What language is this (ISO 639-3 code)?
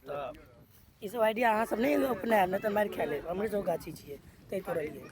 mai